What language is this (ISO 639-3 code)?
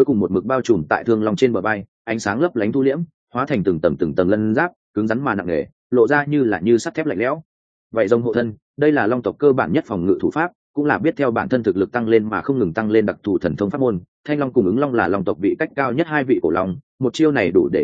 vie